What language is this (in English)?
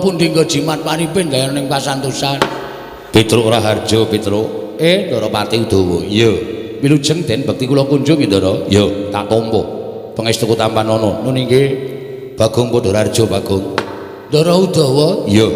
Javanese